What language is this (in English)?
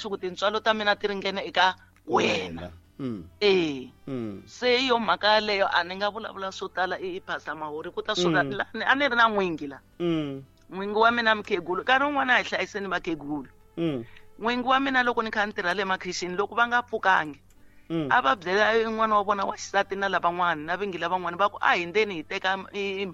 Tsonga